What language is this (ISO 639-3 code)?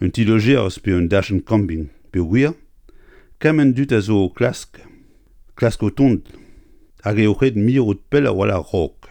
bre